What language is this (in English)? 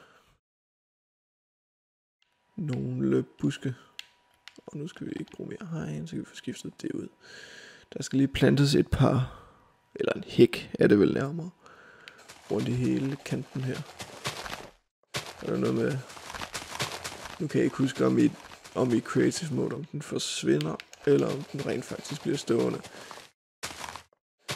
Danish